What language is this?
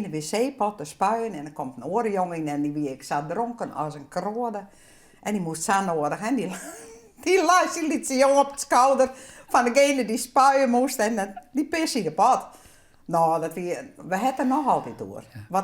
Western Frisian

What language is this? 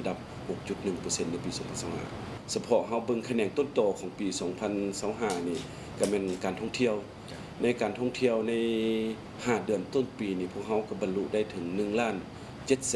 Lao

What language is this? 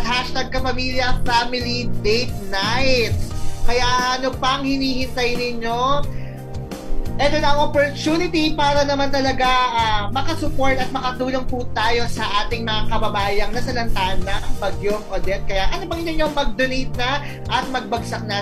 Filipino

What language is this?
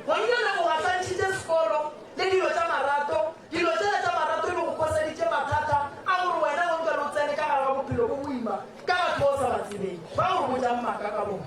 Northern Sotho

